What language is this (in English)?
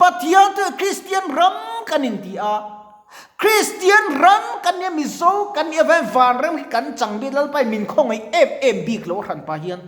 Mizo